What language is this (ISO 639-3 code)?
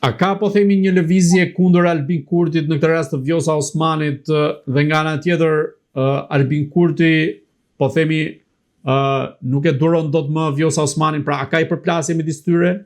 sqi